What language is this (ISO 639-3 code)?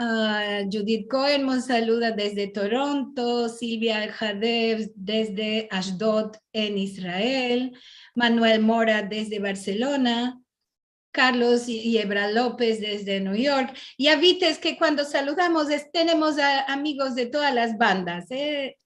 lad